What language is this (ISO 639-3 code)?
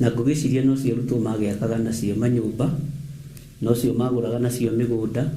kik